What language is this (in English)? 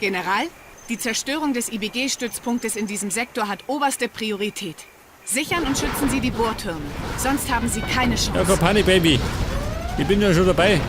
Bavarian